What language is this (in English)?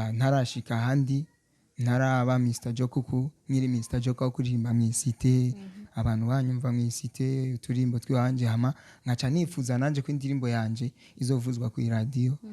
Rundi